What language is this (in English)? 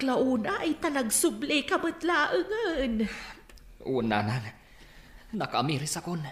Iloko